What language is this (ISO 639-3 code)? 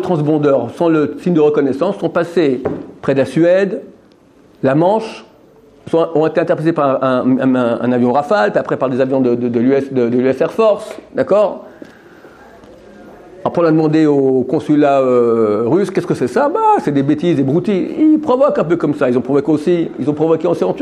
fra